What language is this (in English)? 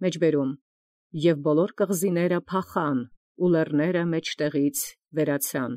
Armenian